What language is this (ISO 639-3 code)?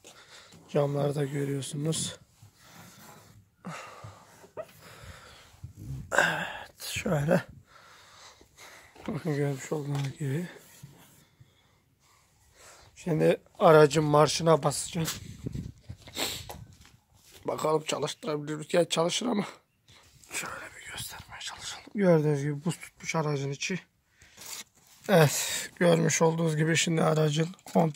tur